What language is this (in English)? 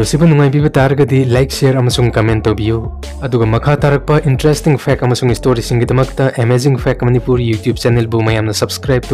Manipuri